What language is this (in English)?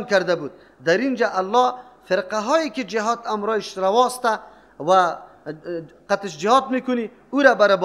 Persian